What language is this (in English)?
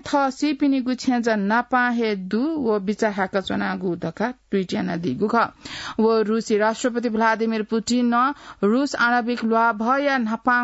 Newari